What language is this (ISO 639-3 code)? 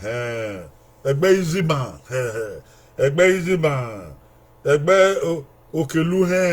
bin